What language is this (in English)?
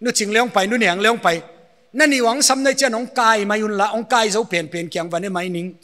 Paite Chin